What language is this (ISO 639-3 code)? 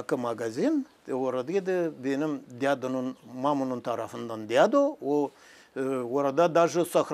gag